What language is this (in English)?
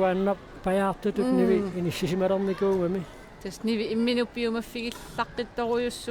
Kalaallisut